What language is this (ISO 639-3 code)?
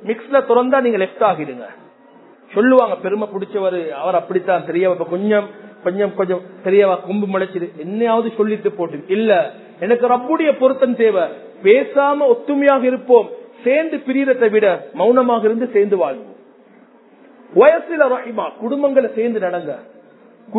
tam